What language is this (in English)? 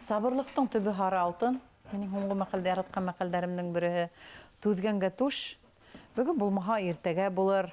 Bashkir